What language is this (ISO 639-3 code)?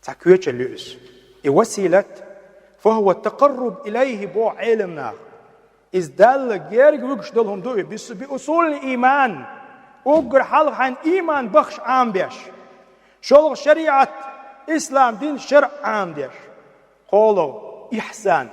che